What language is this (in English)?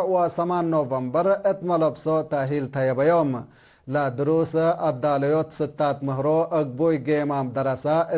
Tigre